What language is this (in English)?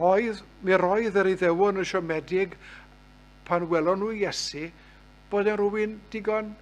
Welsh